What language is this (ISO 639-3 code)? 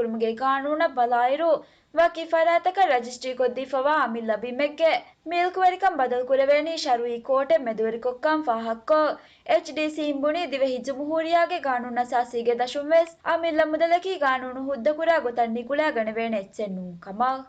div